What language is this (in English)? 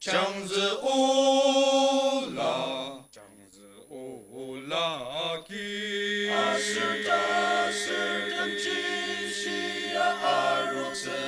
Ao Naga